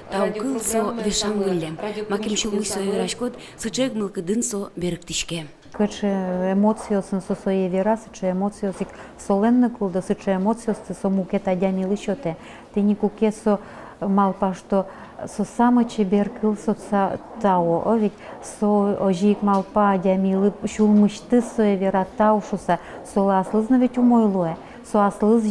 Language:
Udmurt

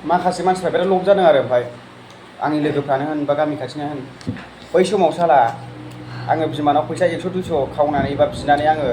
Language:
Bodo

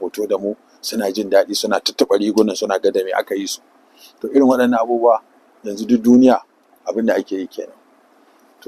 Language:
Hausa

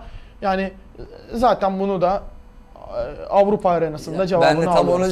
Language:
Turkish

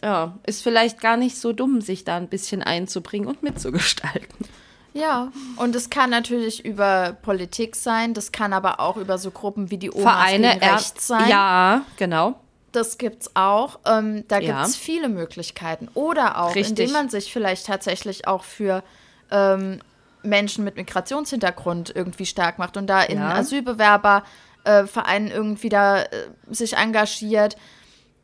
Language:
German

